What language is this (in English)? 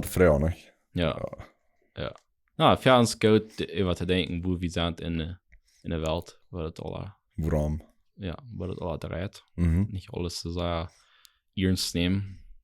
Plautdietsch